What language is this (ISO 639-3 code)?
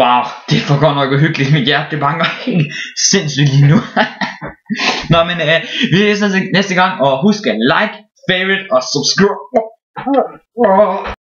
dan